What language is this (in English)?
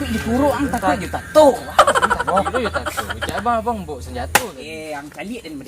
Minangkabau